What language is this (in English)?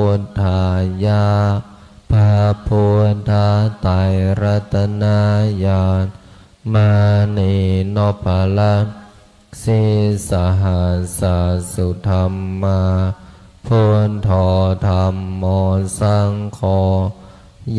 Pali